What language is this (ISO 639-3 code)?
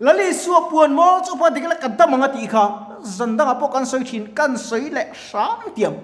lus